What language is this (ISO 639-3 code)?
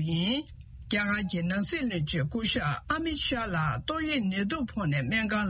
bod